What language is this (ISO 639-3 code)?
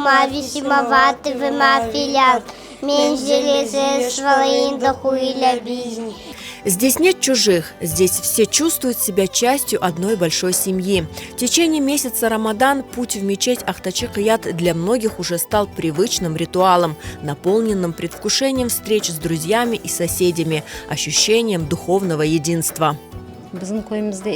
crh